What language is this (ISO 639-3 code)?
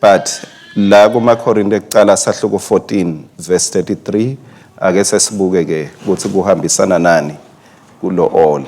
ssw